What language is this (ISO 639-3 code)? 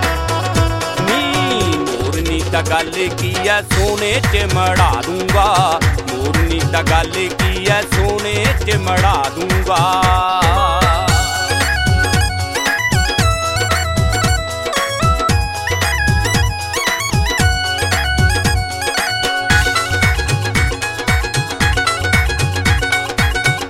pan